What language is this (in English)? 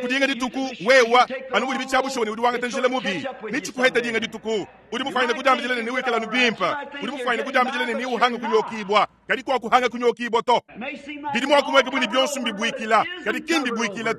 Luba-Lulua